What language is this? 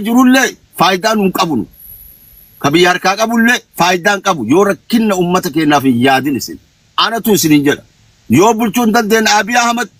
Oromo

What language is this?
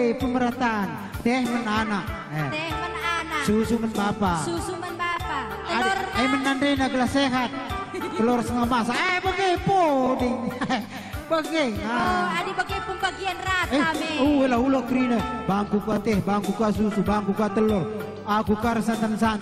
Batak Karo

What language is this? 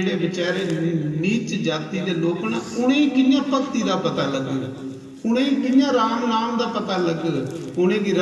Dogri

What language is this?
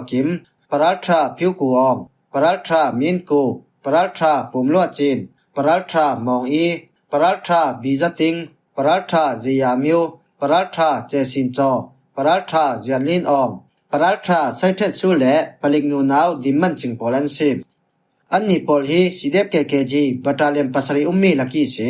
Falam Chin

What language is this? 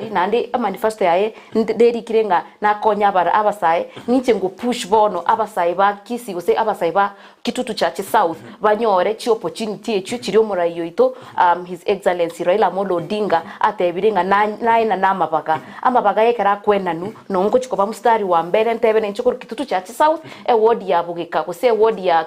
Gusii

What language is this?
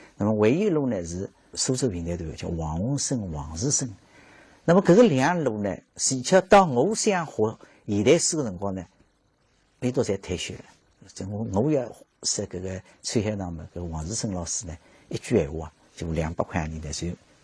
Wu Chinese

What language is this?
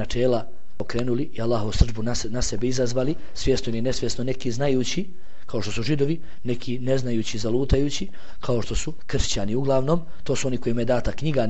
Bosnian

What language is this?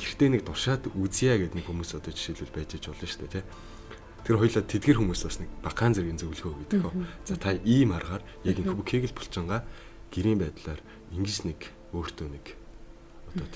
Mongolian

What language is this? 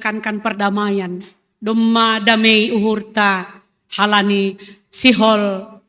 Batak Simalungun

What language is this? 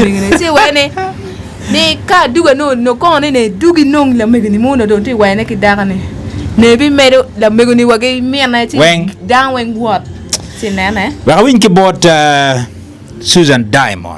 Acoli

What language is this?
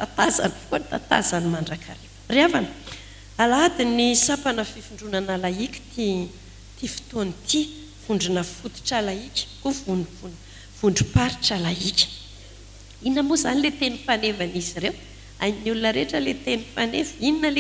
Malagasy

